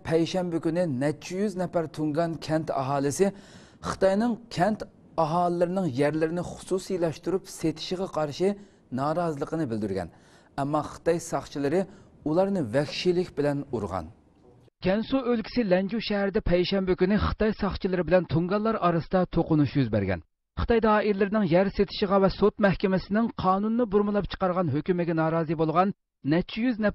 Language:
Uyghur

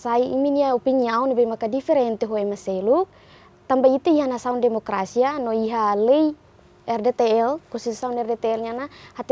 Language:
Tetum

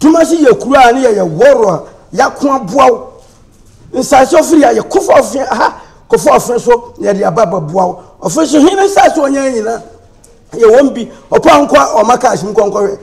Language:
Akan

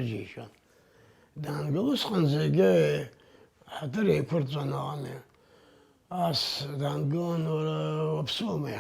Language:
Abkhazian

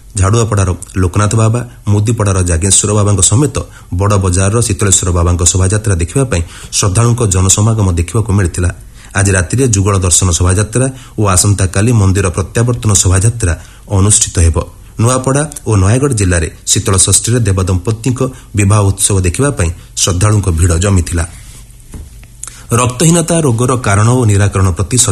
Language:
Odia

